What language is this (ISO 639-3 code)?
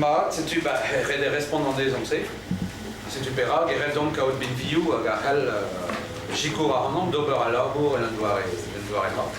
bre